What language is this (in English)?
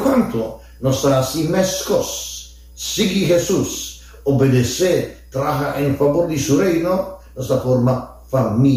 Papiamento